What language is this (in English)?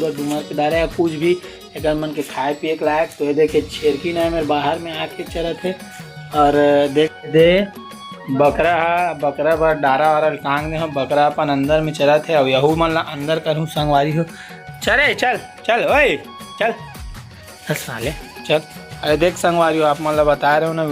Chhattisgarhi